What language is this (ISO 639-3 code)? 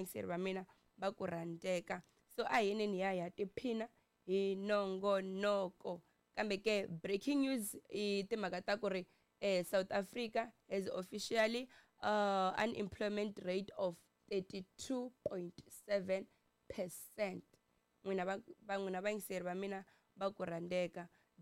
tso